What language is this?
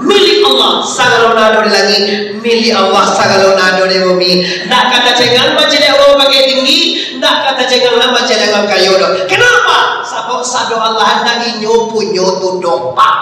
Minangkabau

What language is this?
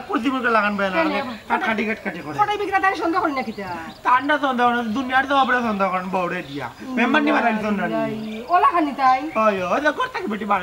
Sylheti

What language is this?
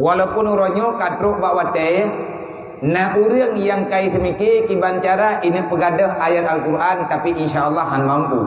Achinese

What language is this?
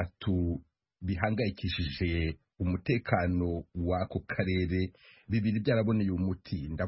Kinyarwanda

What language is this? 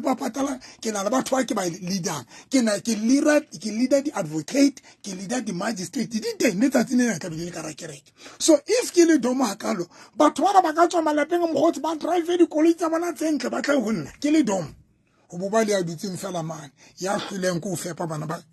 Southern Sotho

